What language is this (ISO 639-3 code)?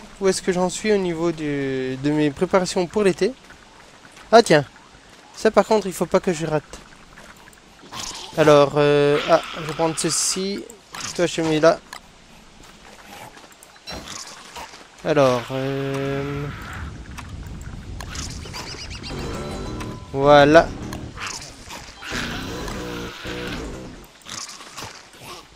fra